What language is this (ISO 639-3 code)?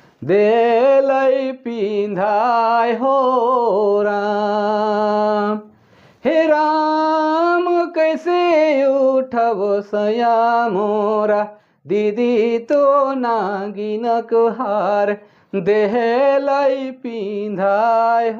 sck